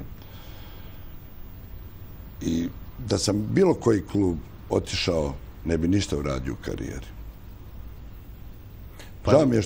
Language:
Serbian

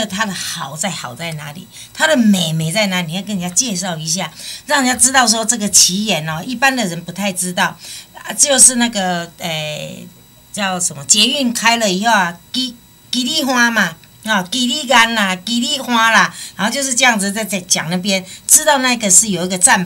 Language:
Min Nan Chinese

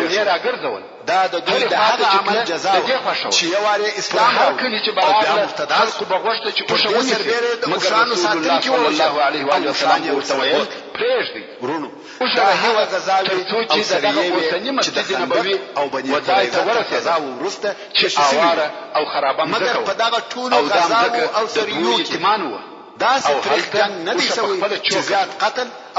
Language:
Pashto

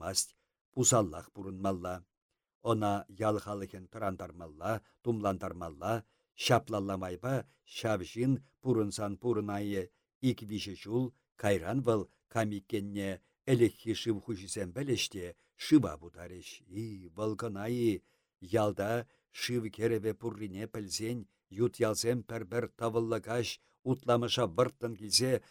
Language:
Chuvash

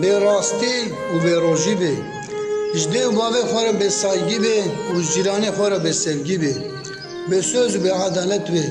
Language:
Kurdish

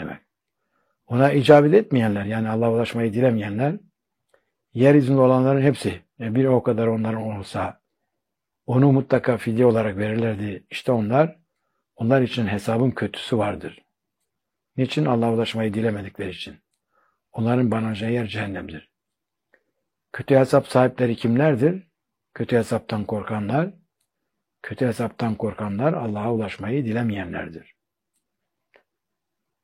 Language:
Turkish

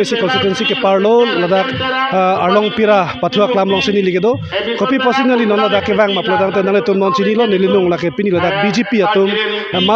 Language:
Karbi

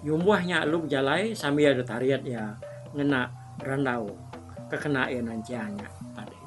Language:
Iban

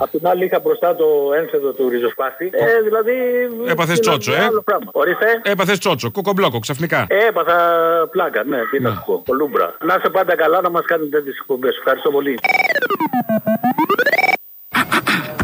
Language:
Greek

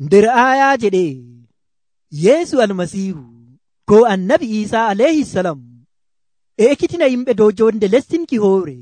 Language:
Nigerian Fulfulde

